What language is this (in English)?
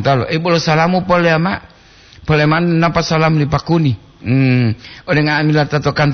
Gorontalo